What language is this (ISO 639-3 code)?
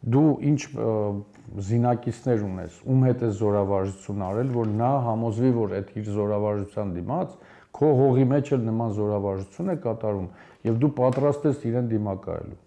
hye